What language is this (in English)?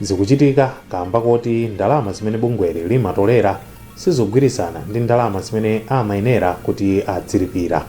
Nyanja